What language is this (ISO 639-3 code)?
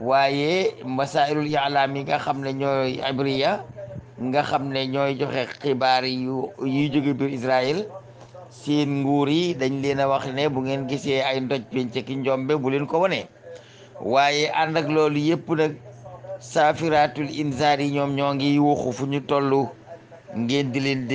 wol